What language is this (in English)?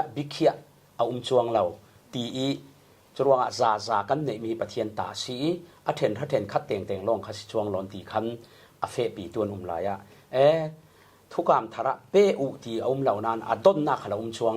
Falam Chin